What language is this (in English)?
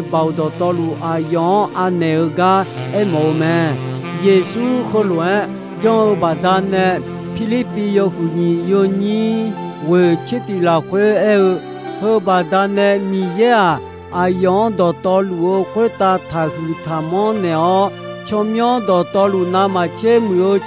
Akha